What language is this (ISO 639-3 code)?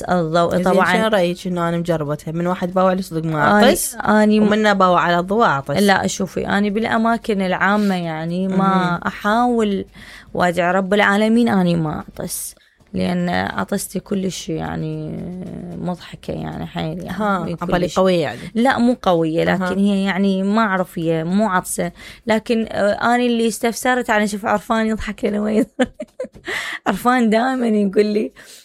acm